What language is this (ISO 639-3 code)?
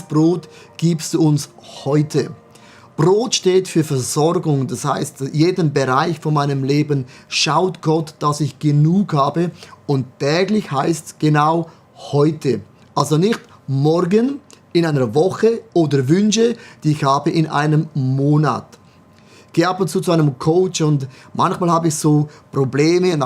gsw